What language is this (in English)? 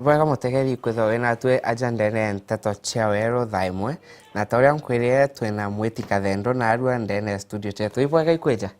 Meru